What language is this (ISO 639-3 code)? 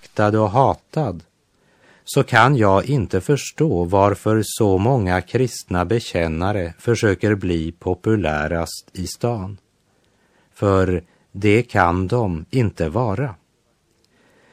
swe